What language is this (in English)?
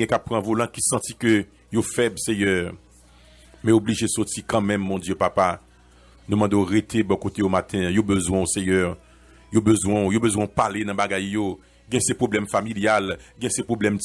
Haitian Creole